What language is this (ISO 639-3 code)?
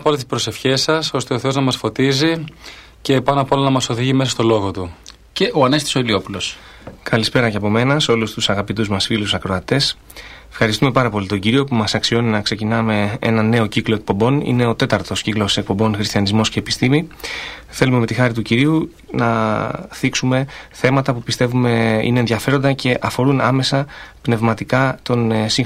ell